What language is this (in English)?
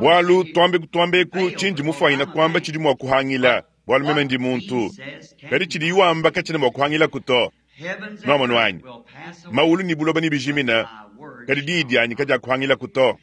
Luba-Lulua